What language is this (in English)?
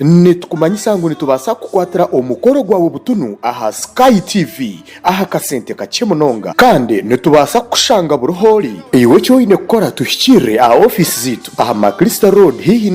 Nyankole